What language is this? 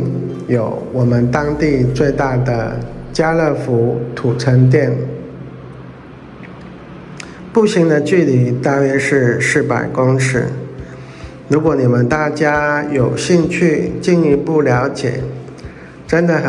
Chinese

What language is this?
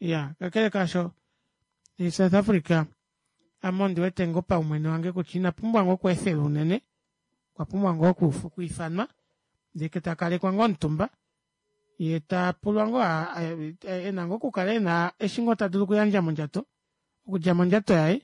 Kuanyama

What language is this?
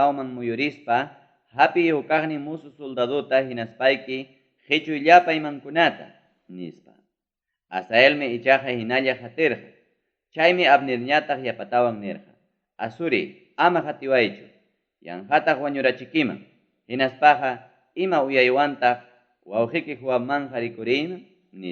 Ayacucho Quechua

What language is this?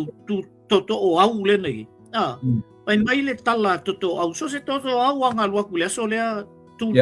Samoan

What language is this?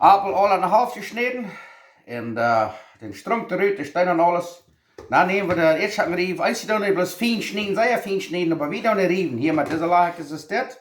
Plautdietsch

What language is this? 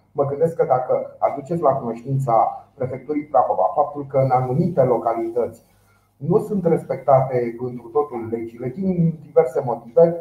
Romanian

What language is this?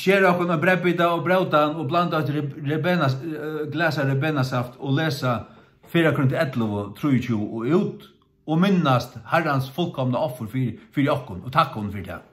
Faroese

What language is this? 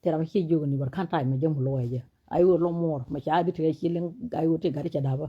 Nuer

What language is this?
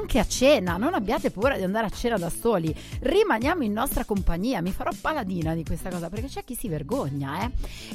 Italian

